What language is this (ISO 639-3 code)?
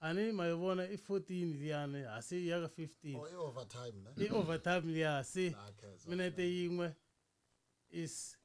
tso